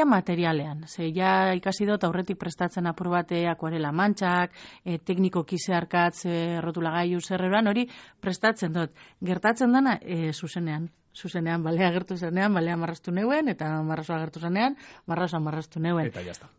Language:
Basque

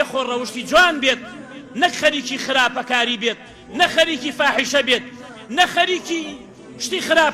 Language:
Central Kurdish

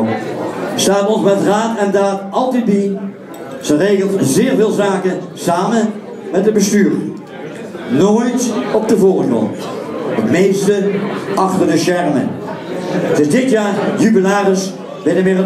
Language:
Limburgish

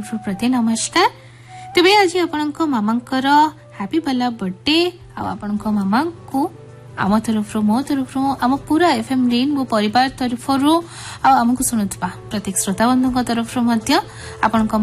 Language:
Odia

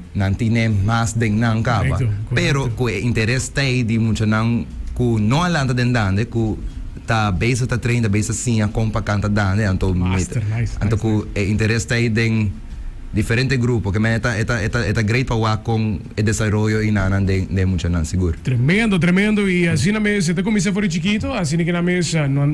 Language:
Papiamento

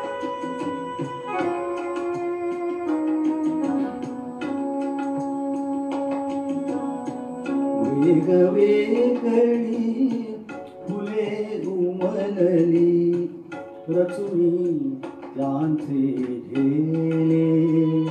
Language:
Marathi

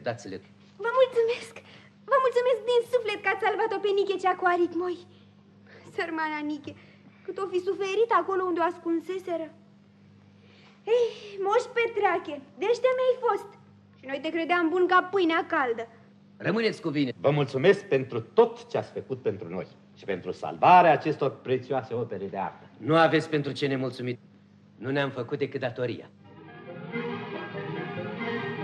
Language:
Romanian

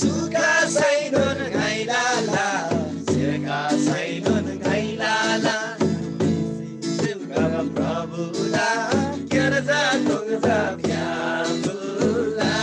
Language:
Eastern Tamang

